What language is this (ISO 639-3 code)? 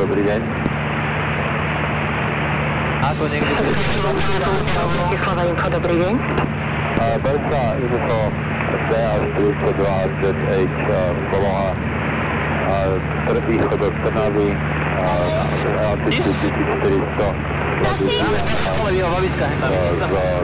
slk